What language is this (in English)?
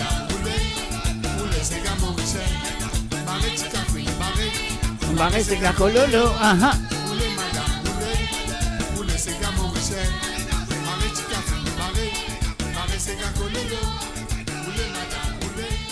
Morisyen